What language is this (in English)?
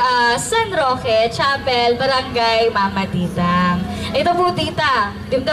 Pampanga